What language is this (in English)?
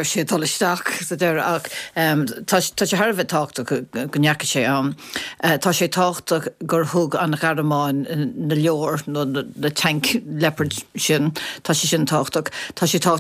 Irish